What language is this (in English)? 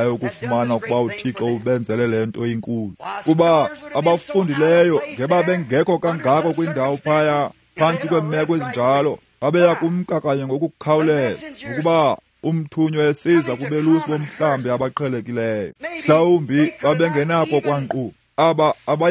Xhosa